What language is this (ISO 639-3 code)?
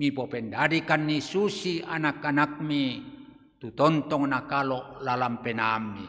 sda